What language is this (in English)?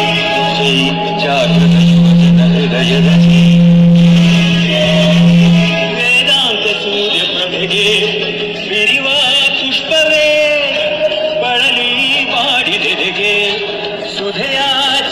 Kannada